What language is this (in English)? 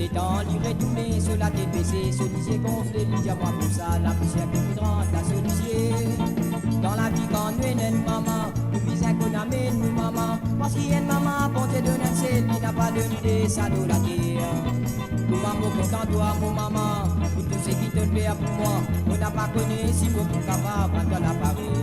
Morisyen